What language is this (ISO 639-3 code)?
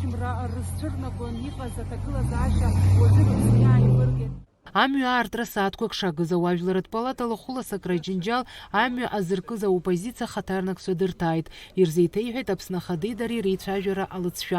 abk